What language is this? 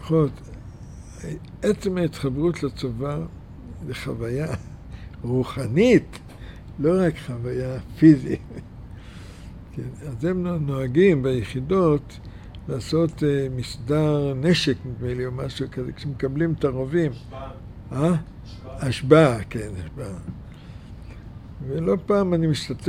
Hebrew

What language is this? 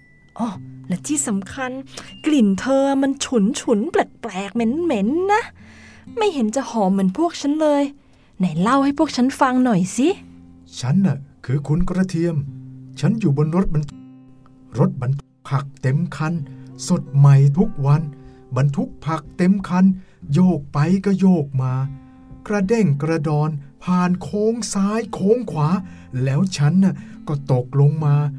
Thai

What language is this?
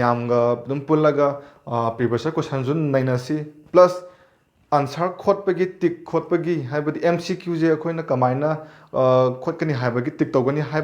Manipuri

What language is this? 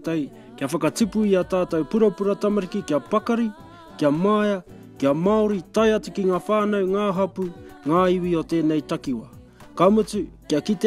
Māori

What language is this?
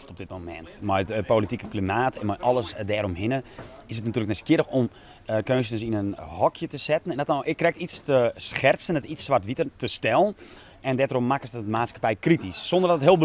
Western Frisian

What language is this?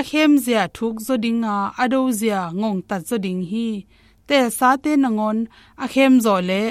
Tedim Chin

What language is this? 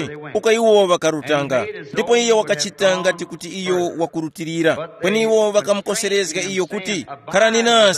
Tumbuka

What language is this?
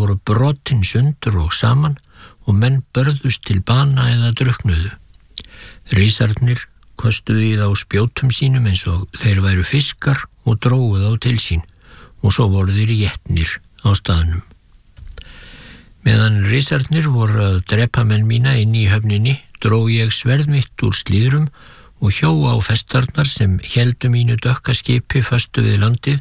Icelandic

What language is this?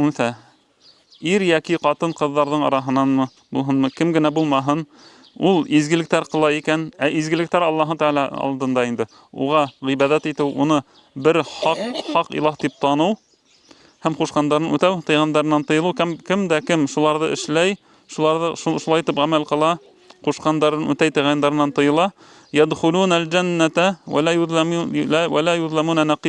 Bashkir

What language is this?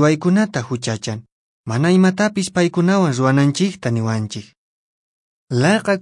Quechua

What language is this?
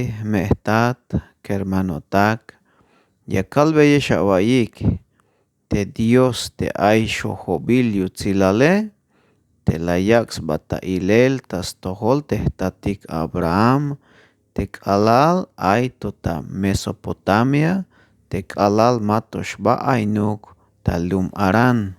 Tzeltal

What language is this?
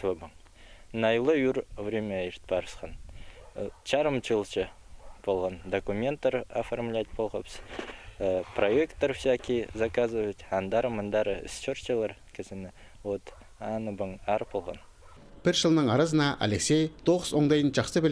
Khakas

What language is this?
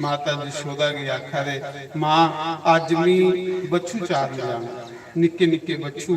Dogri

